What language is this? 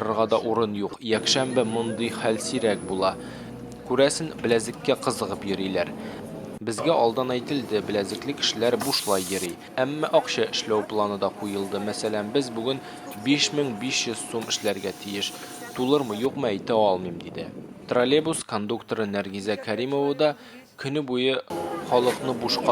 Tatar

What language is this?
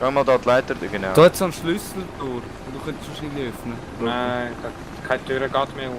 Swiss German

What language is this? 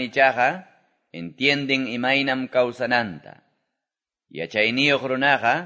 Quechua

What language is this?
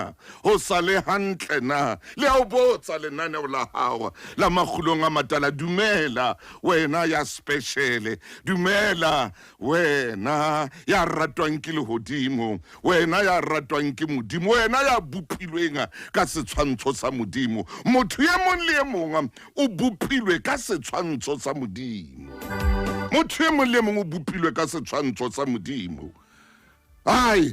Southern Sotho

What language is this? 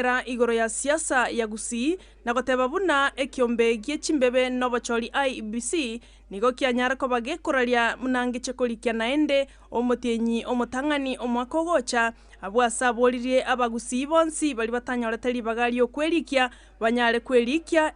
Gusii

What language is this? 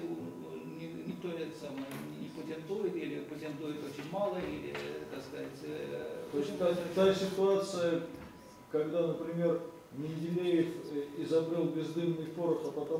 Russian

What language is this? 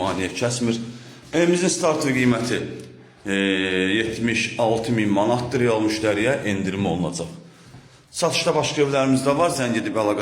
Azerbaijani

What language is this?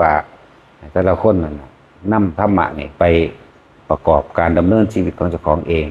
Northeastern Thai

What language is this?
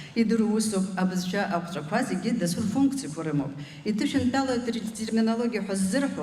Abkhazian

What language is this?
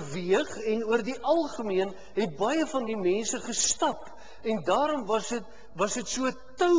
Afrikaans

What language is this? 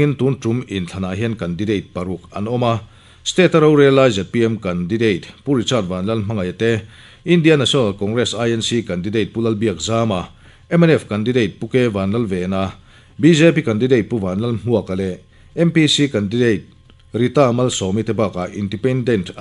Mizo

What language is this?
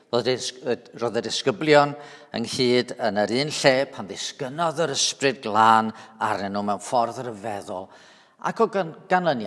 Welsh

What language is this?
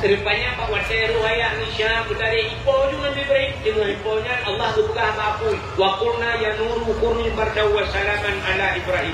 Achinese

